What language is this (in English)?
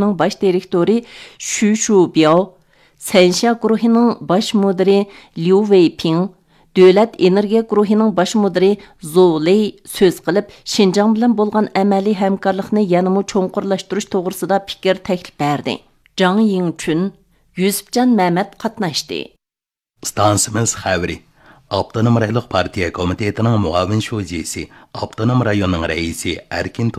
Uyghur